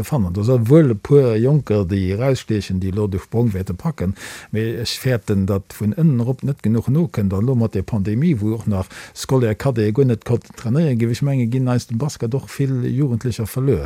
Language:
Luxembourgish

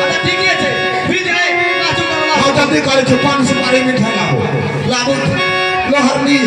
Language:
Maithili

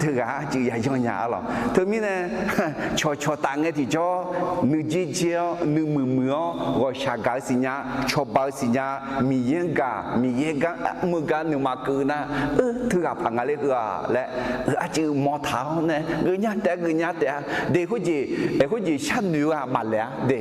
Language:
Akha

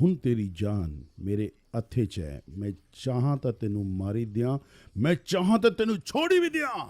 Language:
Dogri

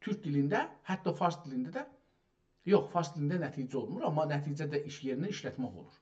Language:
South Azerbaijani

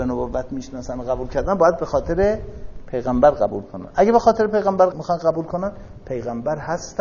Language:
Persian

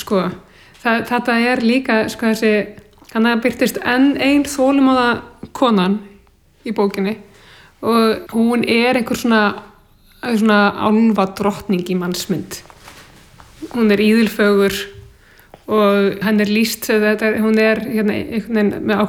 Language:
Icelandic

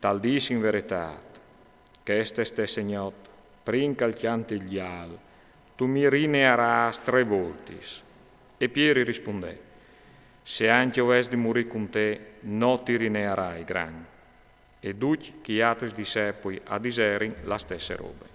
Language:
Friulian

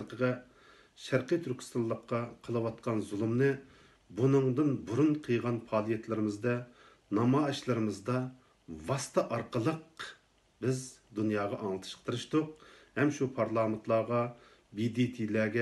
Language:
Uyghur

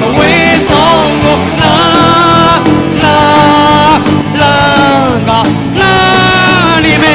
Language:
Burmese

